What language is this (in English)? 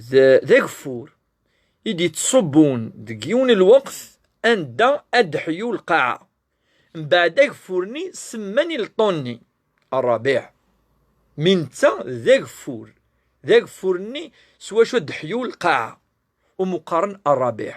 Kabyle